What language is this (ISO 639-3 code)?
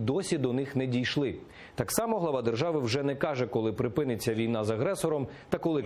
ukr